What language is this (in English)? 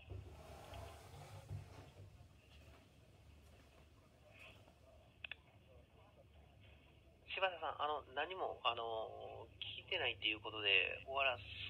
Japanese